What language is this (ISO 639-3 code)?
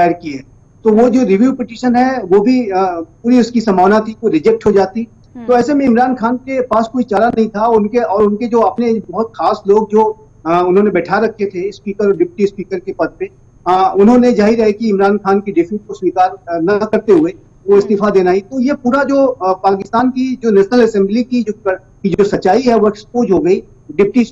hin